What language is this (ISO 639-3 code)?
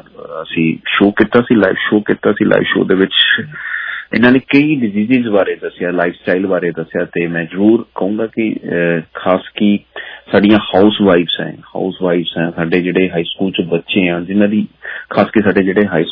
pan